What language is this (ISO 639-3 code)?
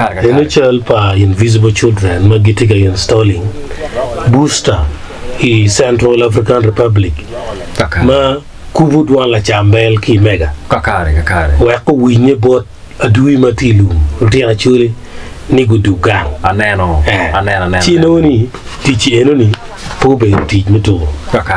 ach